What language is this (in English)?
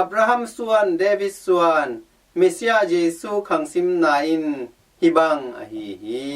Tedim Chin